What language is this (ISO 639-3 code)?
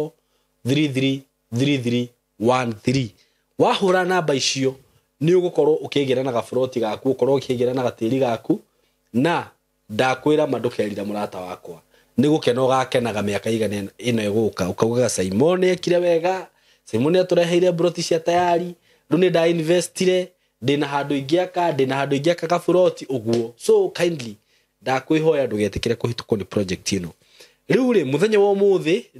kik